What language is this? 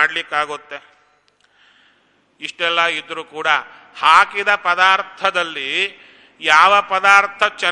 Kannada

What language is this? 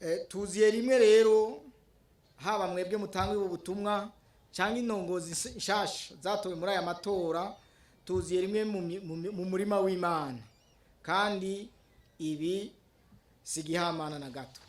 Rundi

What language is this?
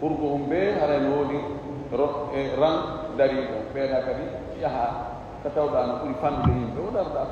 Fula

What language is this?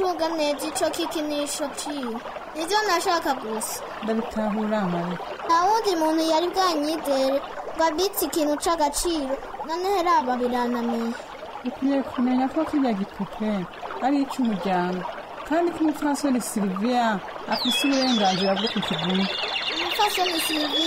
Rundi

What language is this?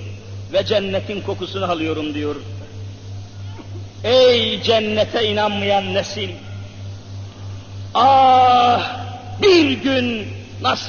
Turkish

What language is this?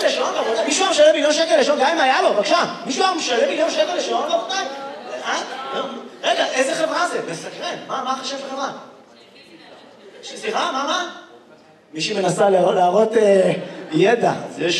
Hebrew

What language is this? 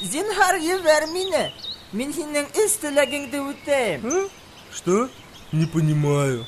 Bashkir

